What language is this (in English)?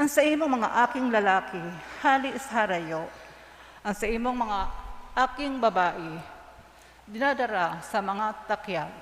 Bikol